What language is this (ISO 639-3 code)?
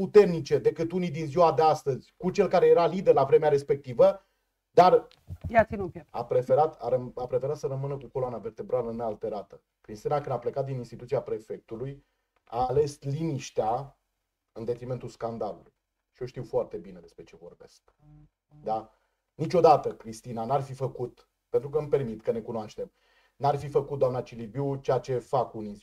ron